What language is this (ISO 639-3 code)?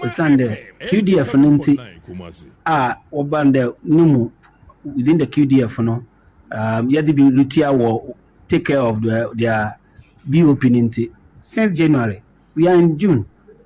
aka